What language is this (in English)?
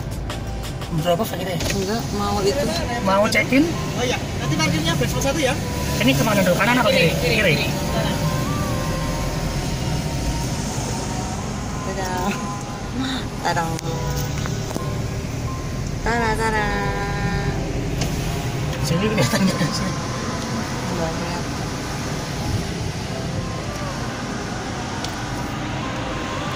Indonesian